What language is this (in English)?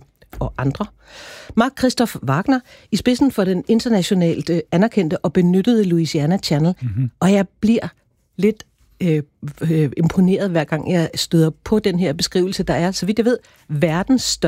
Danish